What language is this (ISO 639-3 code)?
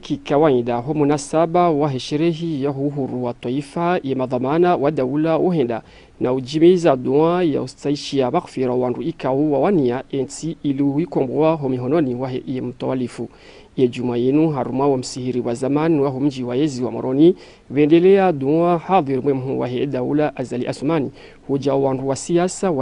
zdj